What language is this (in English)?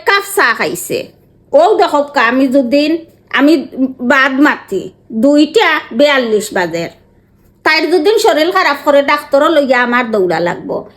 Sylheti